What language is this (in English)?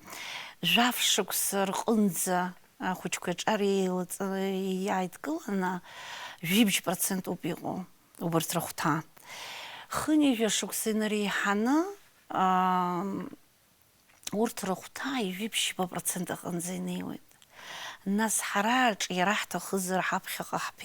Abkhazian